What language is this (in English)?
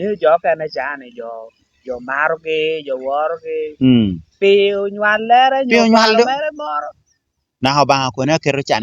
Lango (Uganda)